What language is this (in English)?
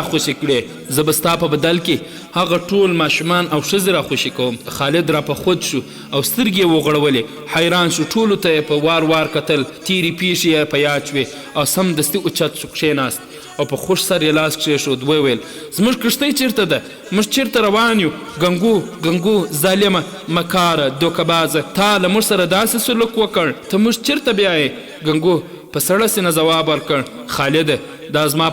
Pashto